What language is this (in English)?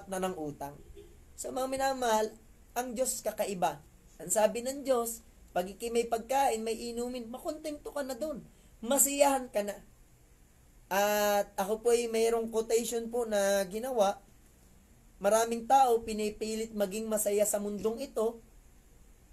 Filipino